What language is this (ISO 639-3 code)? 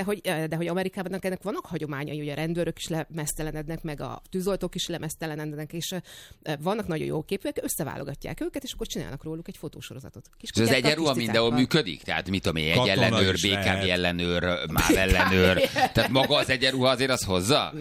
hun